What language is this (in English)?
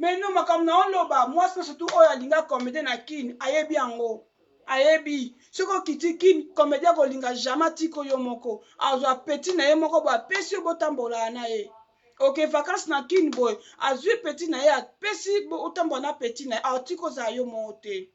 Lingala